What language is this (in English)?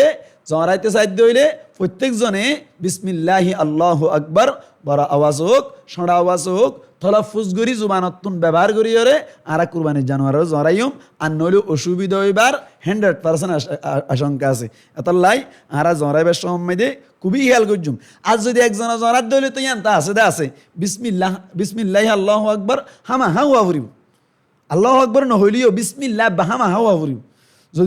Rohingya